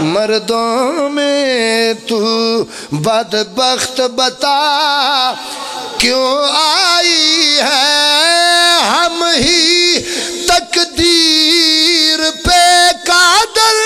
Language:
Pahari-Potwari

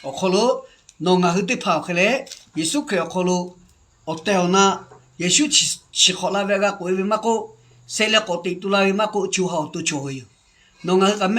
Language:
Lahu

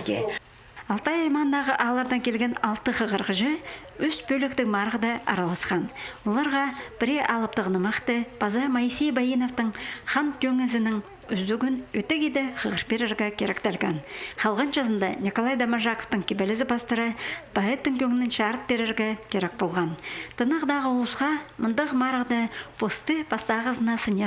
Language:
Khakas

